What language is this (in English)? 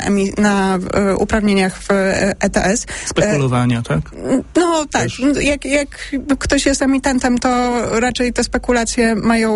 Polish